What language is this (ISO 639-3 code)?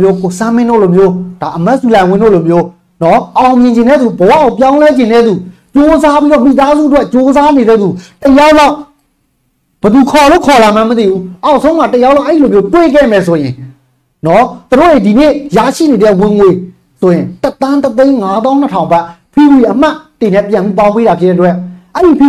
mya